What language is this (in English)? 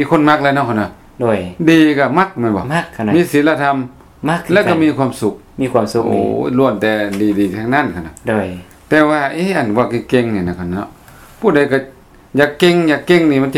Lao